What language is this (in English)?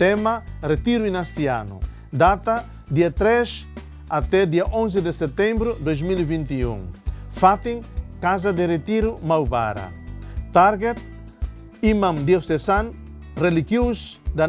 Tetum